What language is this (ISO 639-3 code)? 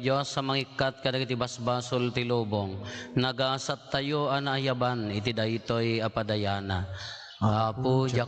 ilo